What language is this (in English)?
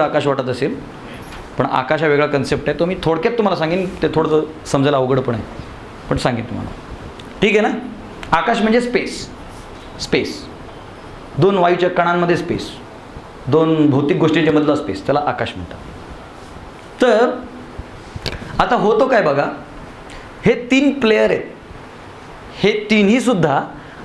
Marathi